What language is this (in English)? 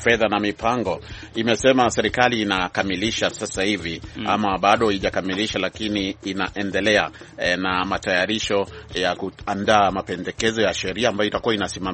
Swahili